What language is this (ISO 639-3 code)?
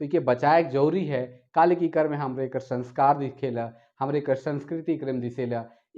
sck